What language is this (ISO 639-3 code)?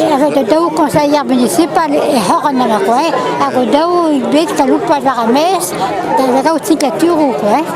bre